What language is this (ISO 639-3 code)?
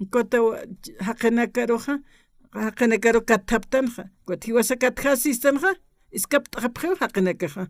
aym